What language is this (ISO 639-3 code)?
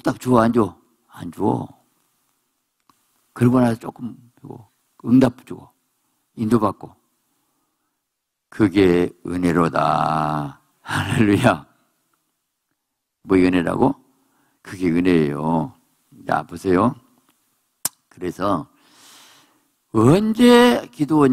kor